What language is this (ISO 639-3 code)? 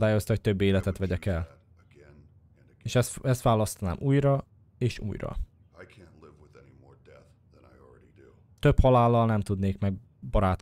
hun